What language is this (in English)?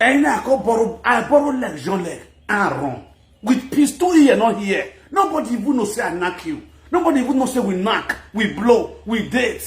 Nigerian Pidgin